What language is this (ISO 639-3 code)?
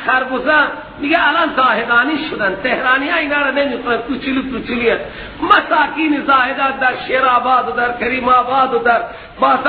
fas